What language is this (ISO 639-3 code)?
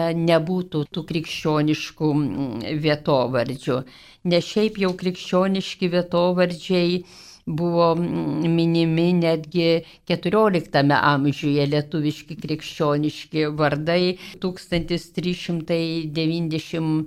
lit